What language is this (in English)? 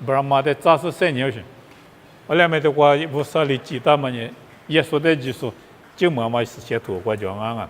Lisu